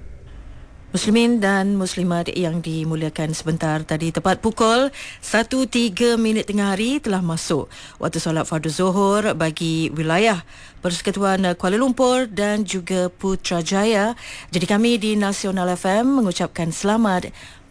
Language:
Malay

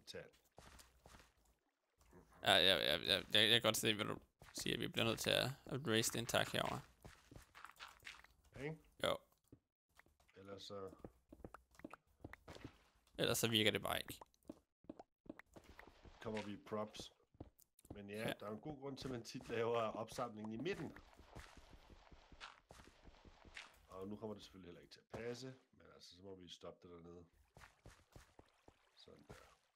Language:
Danish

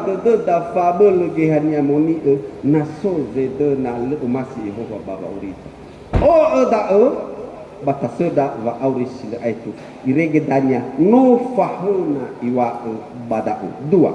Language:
Nias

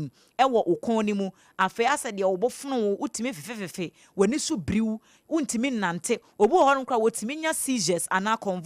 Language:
Akan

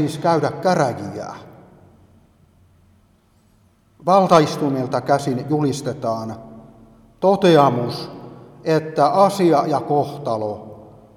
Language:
Finnish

